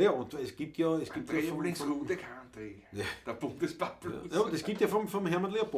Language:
Bavarian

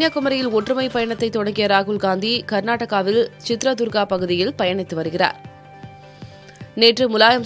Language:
Tamil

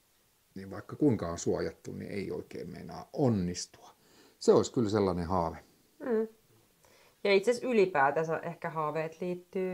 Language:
Finnish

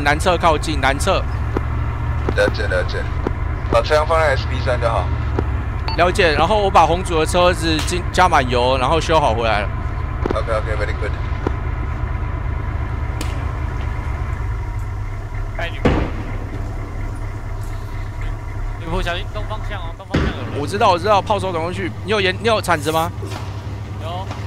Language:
Chinese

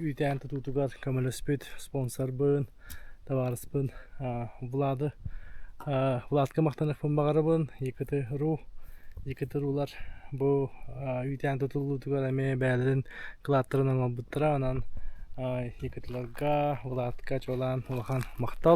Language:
Yakut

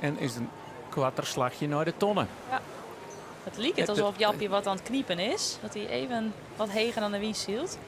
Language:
Western Frisian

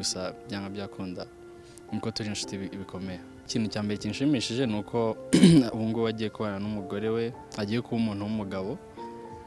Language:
Kinyarwanda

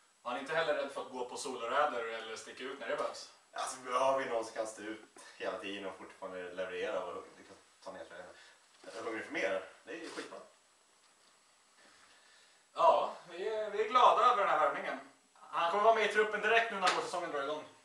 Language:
Swedish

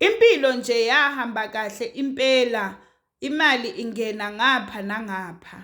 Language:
Zulu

